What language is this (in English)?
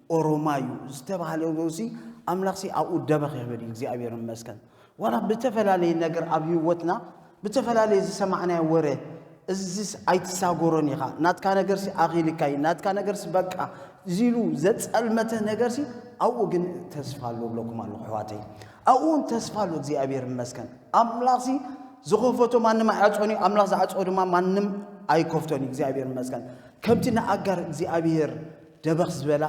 Tigrinya